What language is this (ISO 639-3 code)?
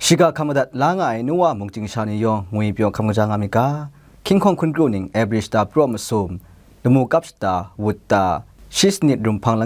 kac